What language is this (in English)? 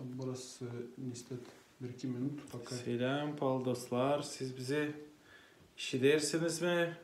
Gagauz